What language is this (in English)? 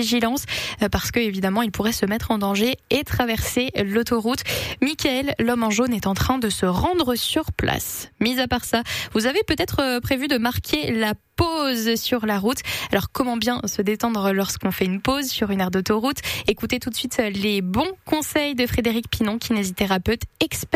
French